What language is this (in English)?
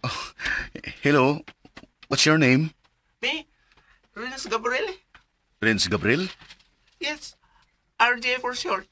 Cebuano